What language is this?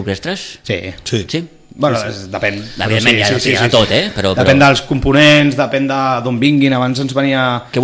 Catalan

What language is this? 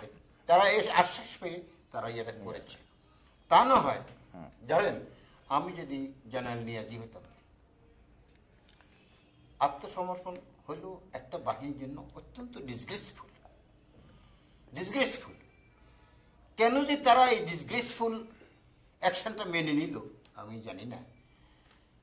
Bangla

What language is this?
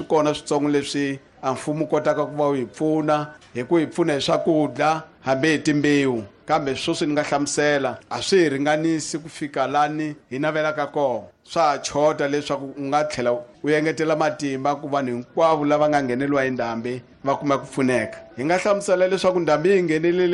Tsonga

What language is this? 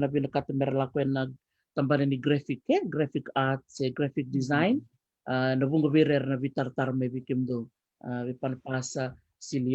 Fijian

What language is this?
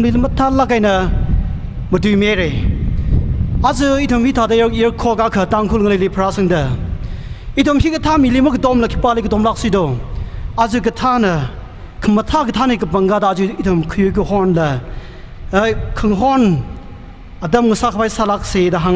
Tangkhul Naga (India)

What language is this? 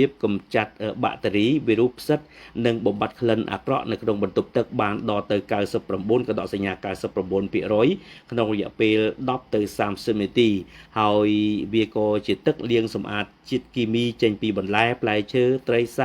Khmer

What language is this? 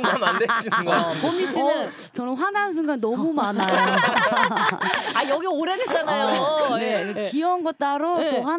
Korean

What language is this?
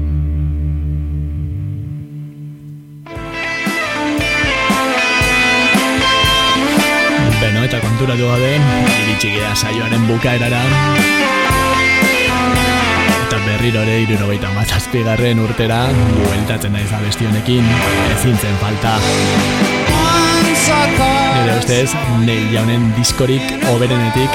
Basque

